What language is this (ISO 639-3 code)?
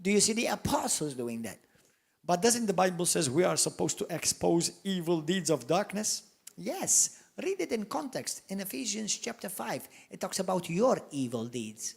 eng